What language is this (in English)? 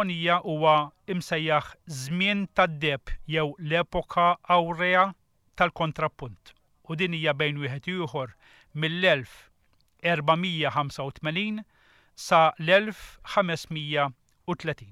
Maltese